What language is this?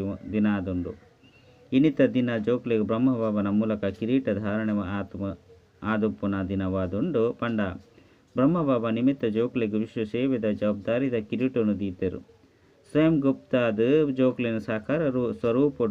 Tulu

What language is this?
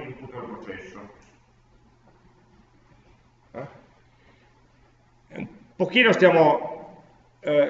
Italian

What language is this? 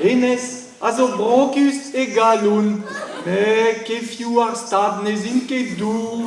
Breton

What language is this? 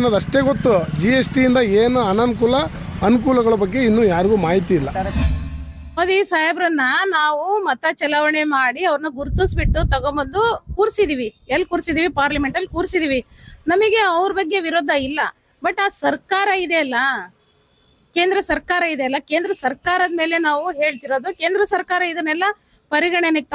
Kannada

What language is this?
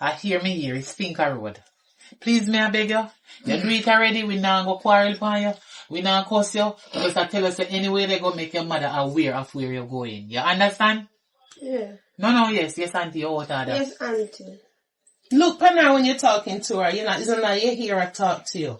Jamaican Creole English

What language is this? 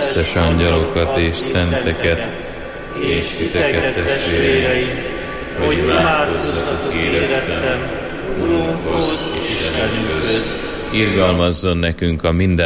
Hungarian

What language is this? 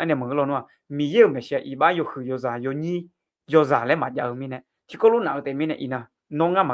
Akha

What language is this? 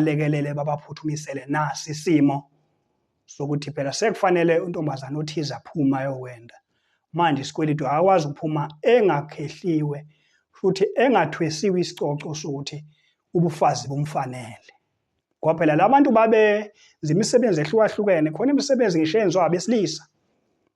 Zulu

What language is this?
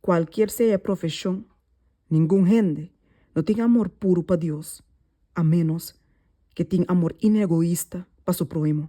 Papiamento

